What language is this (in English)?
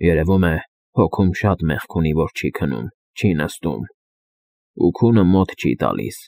Armenian